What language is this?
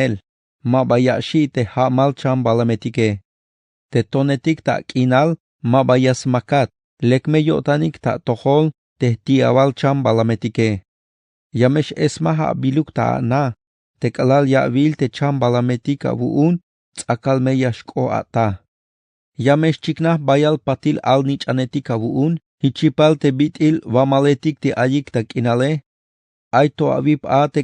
Tzeltal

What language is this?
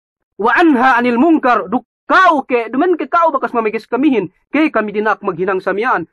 Yakan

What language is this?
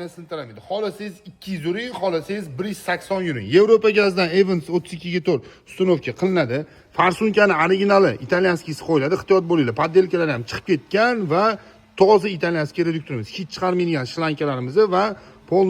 Uzbek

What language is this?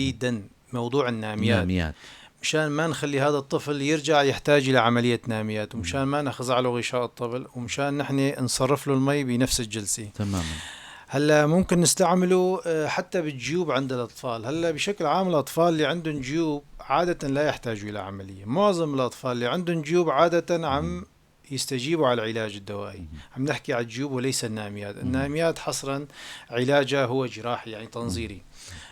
North Levantine Arabic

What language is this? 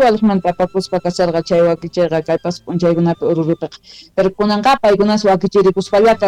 Quechua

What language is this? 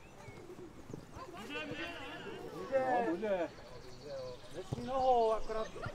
Czech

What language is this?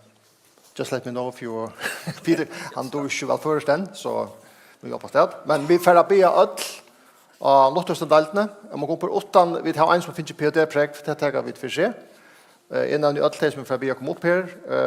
Faroese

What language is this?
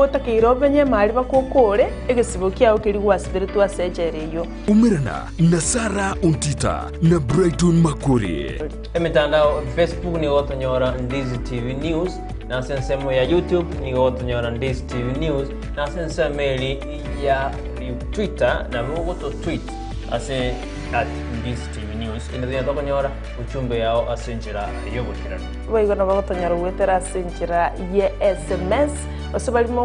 Gusii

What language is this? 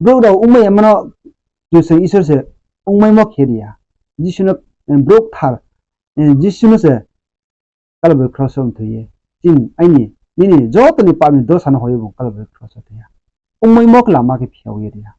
Riang (India)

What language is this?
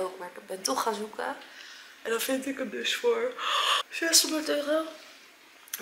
Dutch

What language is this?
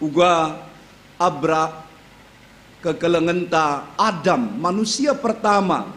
Batak Karo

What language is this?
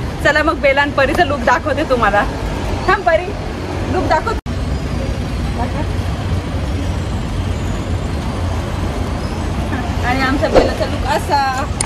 Marathi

